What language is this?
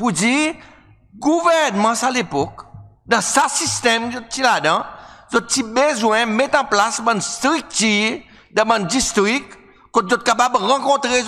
Seselwa Creole French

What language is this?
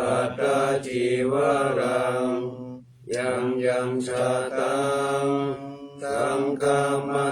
Pali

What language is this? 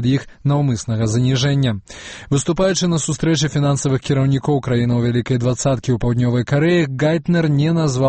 Belarusian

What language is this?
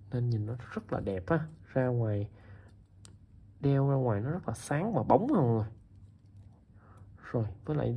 Vietnamese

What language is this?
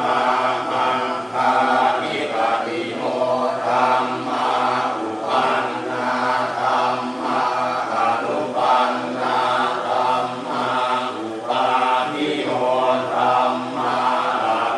Pali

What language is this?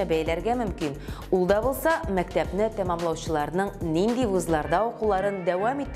Tatar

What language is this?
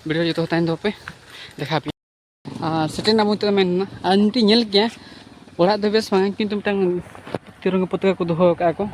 Santali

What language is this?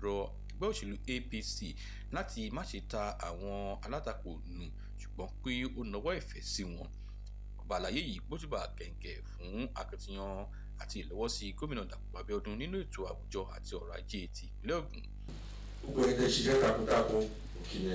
Yoruba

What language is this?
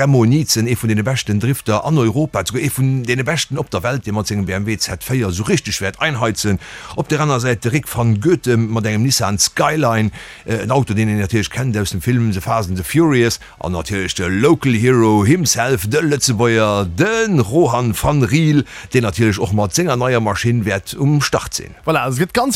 Luxembourgish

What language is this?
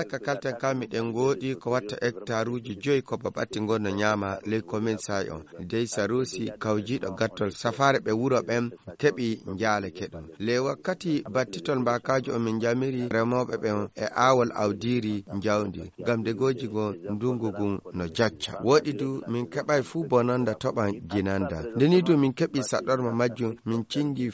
Fula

